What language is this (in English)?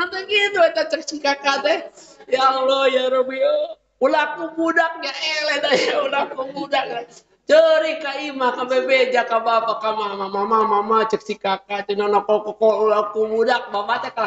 Sundanese